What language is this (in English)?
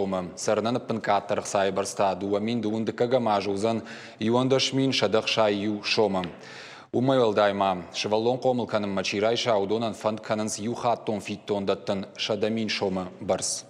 Ossetic